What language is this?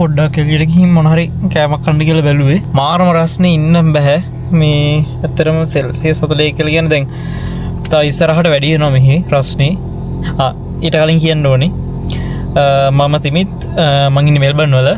Sinhala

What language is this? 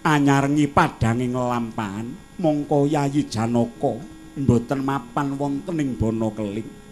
Javanese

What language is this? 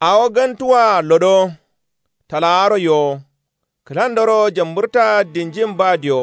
Kanuri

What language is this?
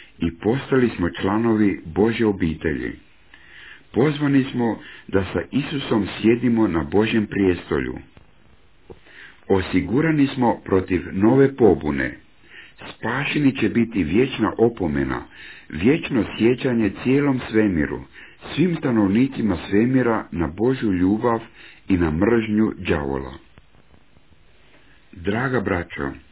Croatian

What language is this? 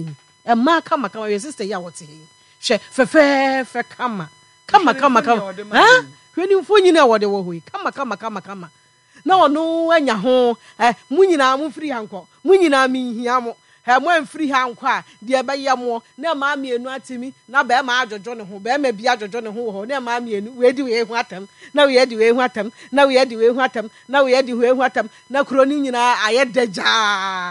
Akan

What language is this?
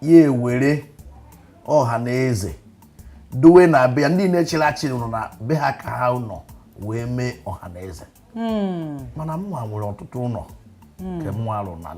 Igbo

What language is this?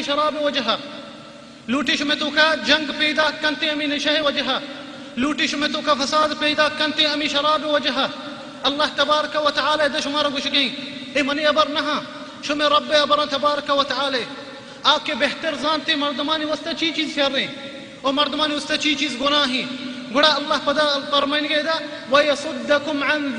Baluchi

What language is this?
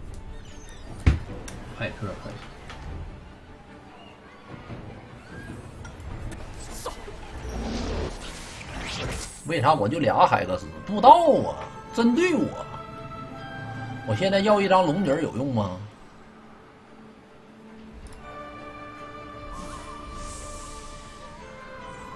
Chinese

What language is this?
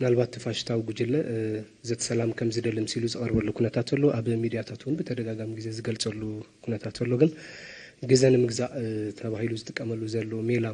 Tigrinya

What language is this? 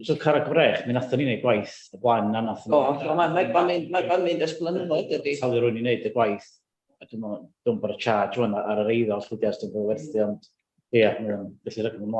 Welsh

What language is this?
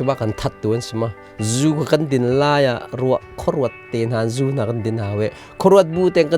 Hakha Chin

